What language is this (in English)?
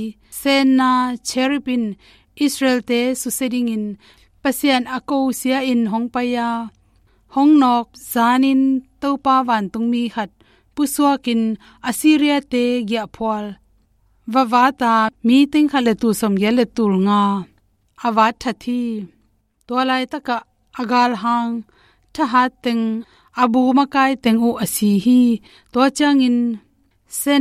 Tedim Chin